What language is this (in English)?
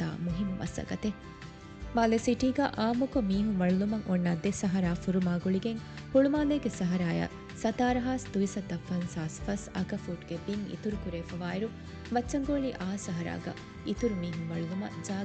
Divehi